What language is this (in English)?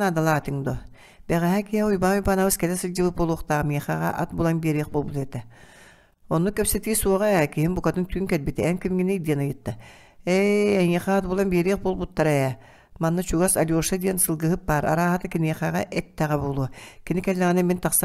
Yakut